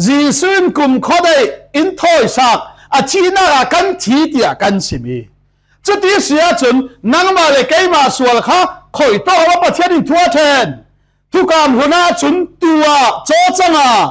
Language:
Falam Chin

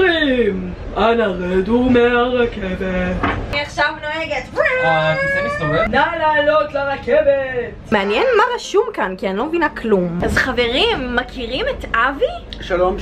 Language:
Hebrew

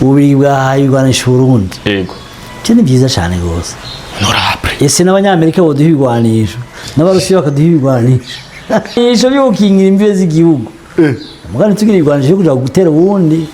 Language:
Rundi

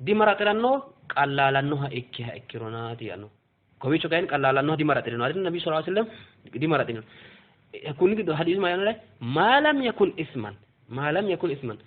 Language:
Sidamo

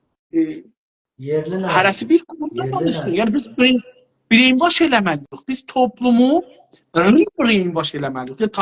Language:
South Azerbaijani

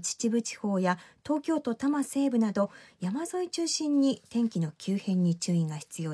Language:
Japanese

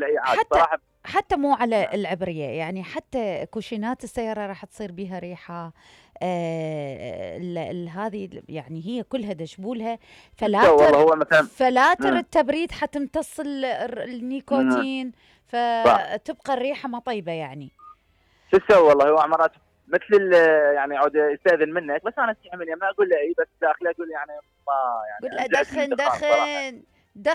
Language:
Mesopotamian Arabic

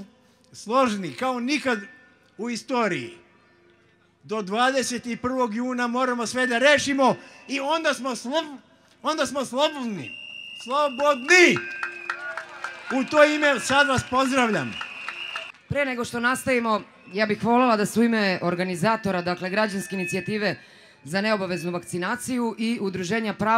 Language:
Serbian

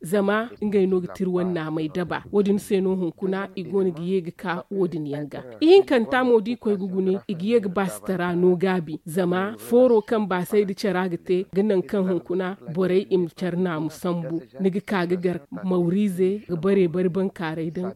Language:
Zarma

